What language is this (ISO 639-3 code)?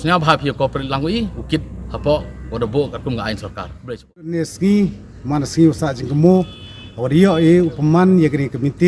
kha